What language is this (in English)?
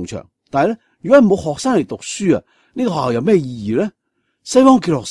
Cantonese